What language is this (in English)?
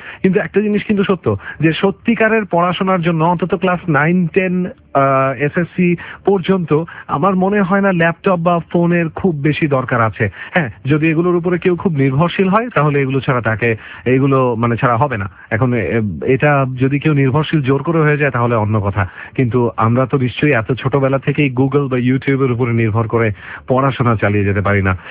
Bangla